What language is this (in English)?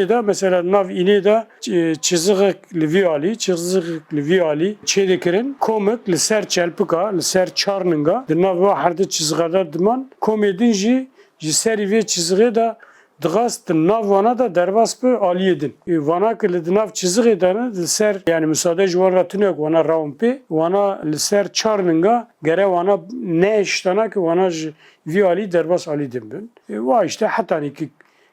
Kurdish